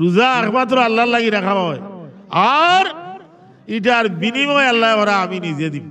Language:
Sylheti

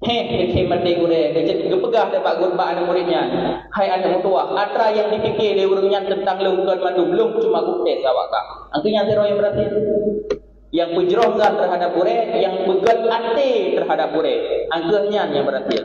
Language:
Achinese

